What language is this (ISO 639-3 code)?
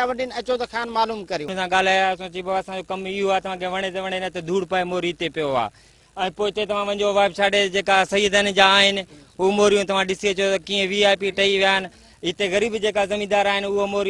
snd